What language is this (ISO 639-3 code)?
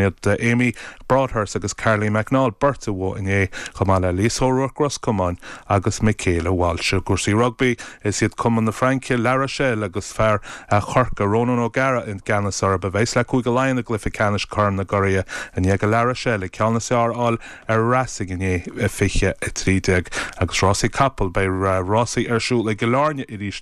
gle